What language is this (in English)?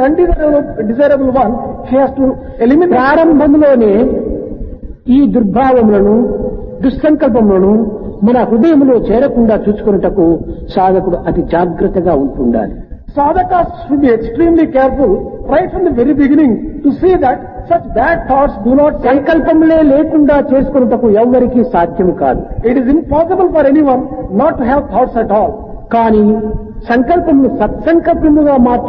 Telugu